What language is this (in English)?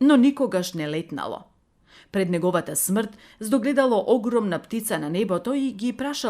Macedonian